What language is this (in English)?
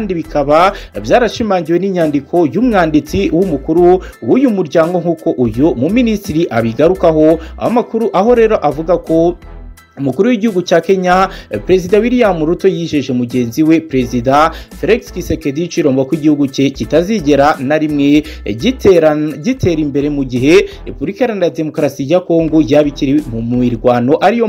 Kinyarwanda